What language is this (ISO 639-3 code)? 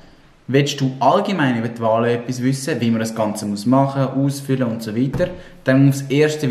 gsw